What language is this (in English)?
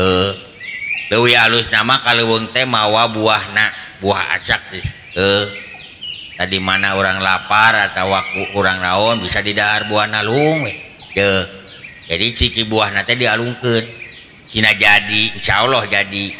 Sundanese